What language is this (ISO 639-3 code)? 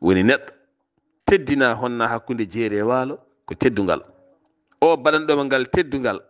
ful